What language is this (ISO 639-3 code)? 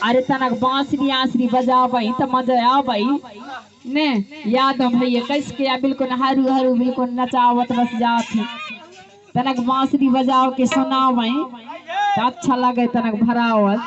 hne